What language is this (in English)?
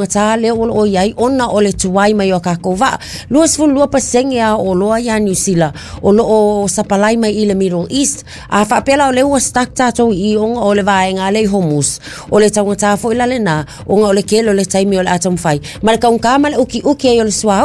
Samoan